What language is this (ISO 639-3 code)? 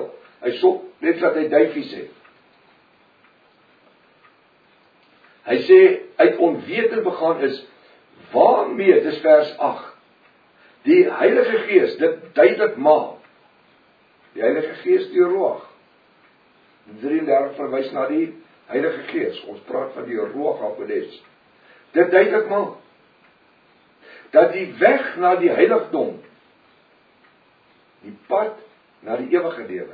afr